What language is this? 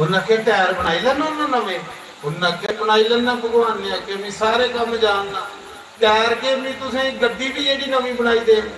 Dogri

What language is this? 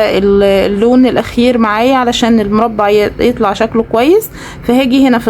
Egyptian Arabic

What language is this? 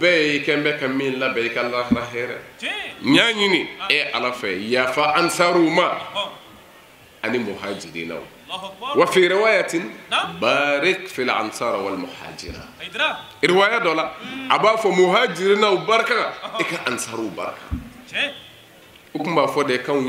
Bambara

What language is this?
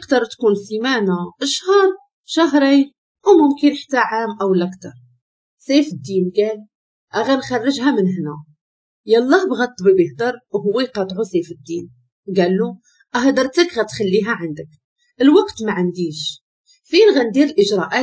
Moroccan Arabic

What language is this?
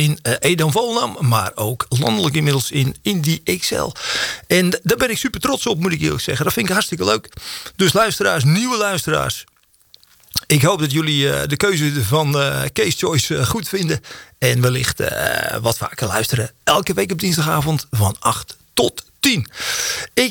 Dutch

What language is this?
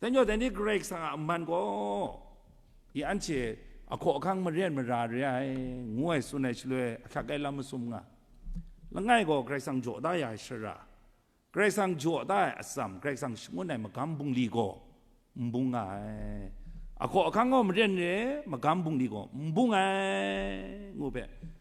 Kachin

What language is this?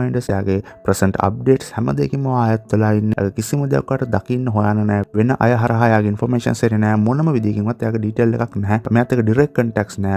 Sinhala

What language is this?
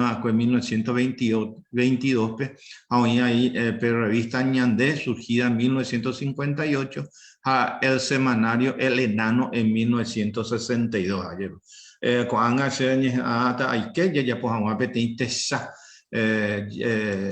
Guarani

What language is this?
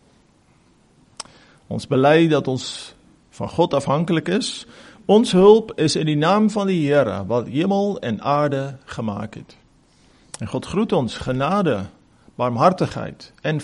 Afrikaans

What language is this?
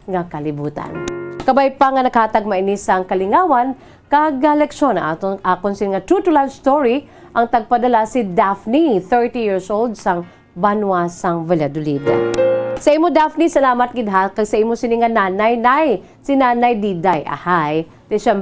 Hiligaynon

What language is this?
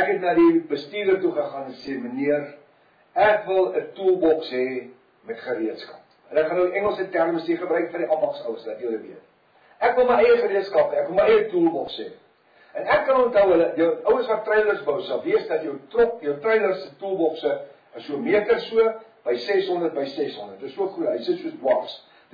Afrikaans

